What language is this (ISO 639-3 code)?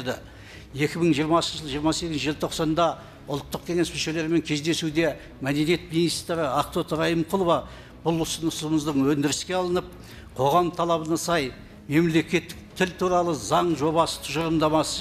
kaz